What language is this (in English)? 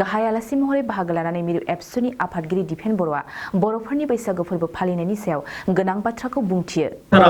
Bodo